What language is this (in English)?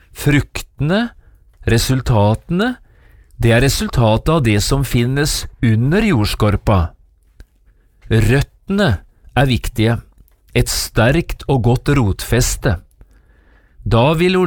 Norwegian